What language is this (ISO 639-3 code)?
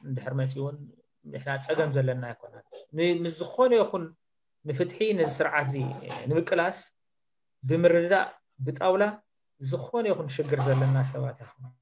tir